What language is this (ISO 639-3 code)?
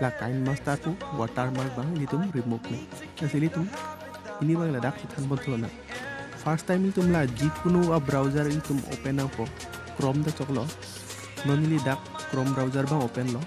mjw